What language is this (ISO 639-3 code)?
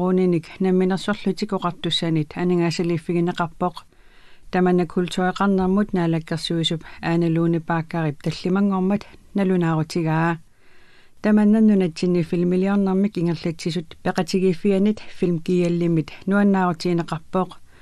kal